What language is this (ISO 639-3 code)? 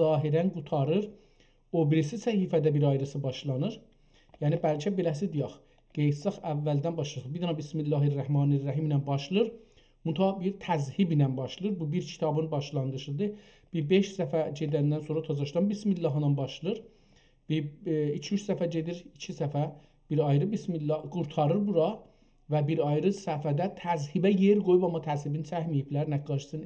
azb